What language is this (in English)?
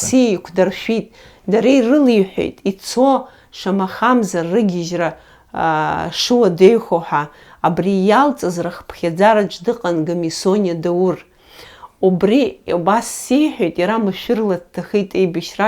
Abkhazian